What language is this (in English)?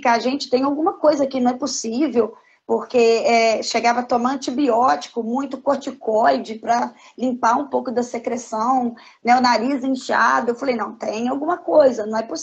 Portuguese